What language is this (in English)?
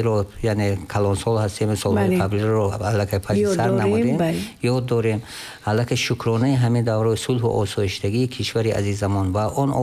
Tajik